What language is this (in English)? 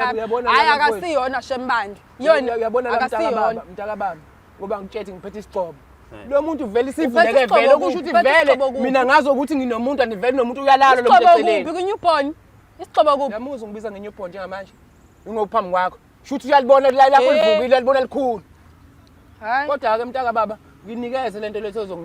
Zulu